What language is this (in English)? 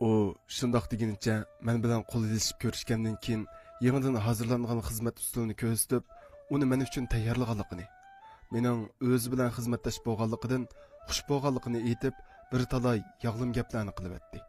Uyghur